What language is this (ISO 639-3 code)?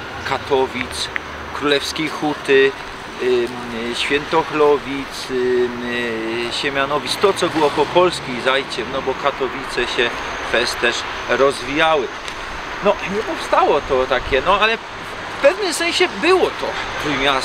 szl